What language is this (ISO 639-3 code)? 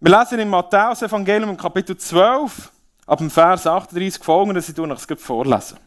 gsw